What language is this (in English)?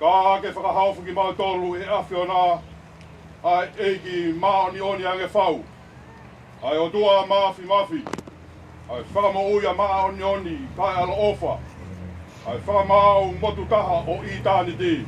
Tongan